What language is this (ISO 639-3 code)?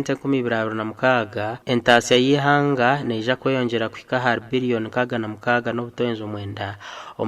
nyn